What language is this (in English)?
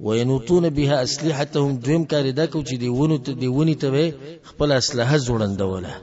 Pashto